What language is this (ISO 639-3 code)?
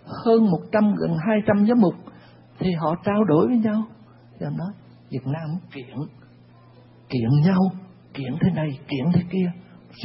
vie